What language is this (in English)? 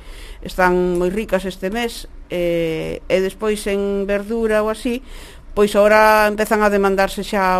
Galician